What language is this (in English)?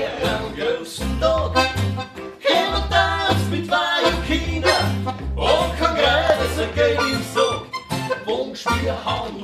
Bavarian